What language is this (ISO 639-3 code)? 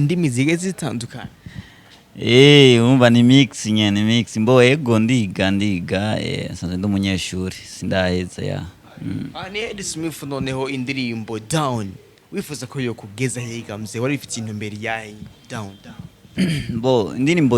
run